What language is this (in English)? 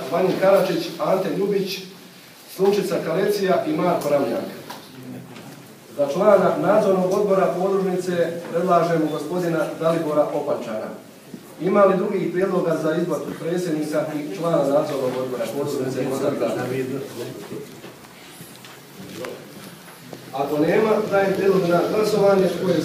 Croatian